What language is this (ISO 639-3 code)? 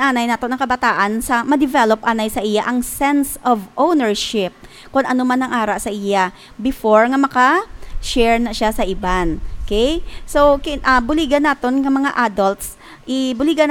hil